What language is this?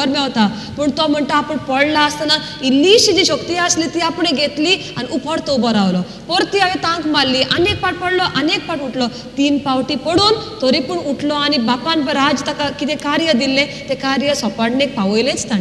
Konkani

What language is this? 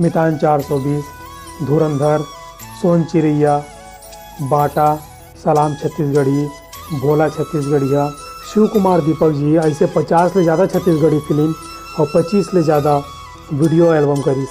Chhattisgarhi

